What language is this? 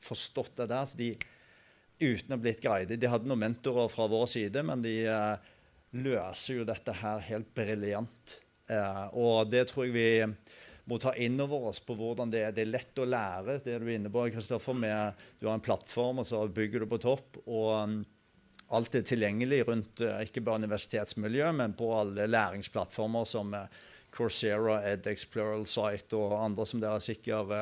Norwegian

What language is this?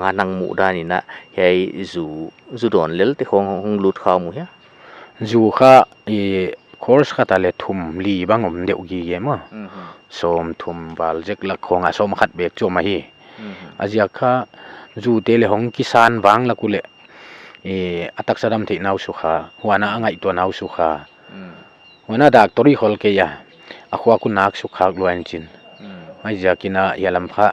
Paite Chin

